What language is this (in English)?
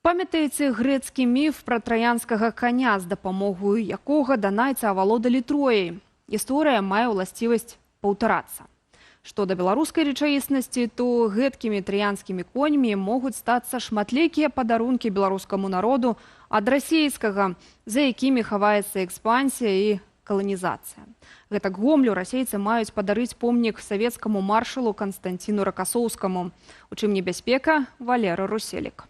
Belarusian